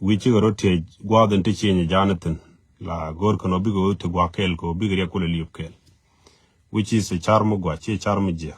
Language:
Nuer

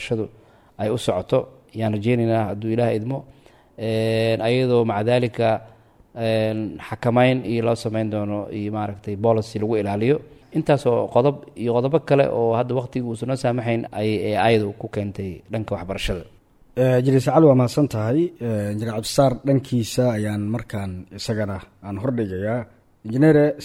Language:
Somali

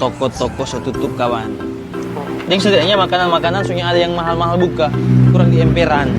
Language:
Manado Malay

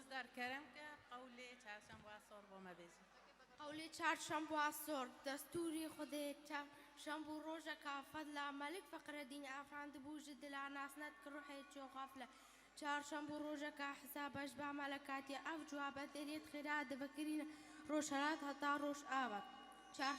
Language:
Kurdish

